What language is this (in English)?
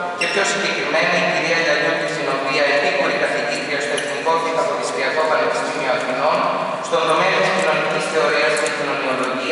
Greek